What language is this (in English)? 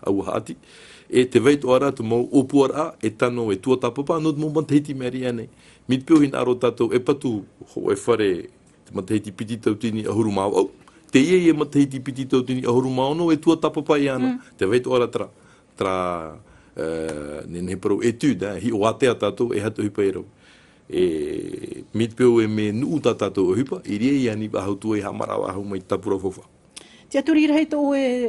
Tahitian